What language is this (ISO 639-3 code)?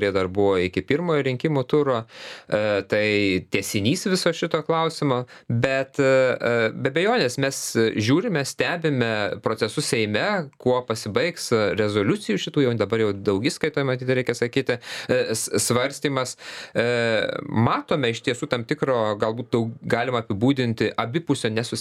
lit